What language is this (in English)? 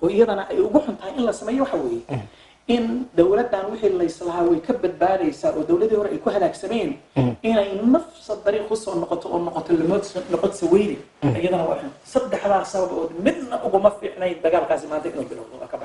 Somali